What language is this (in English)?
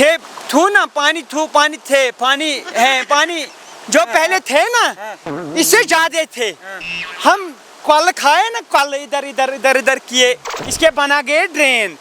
Kashmiri